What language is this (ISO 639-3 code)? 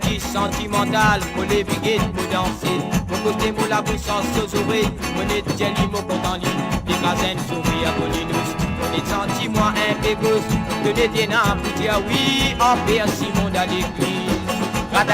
mfe